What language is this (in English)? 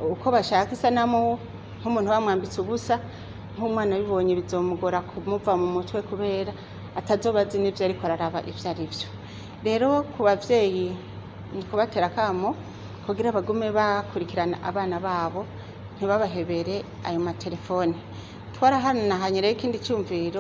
Rundi